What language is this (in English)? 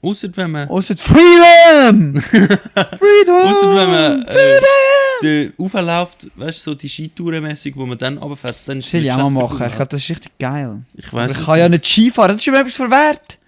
Swiss German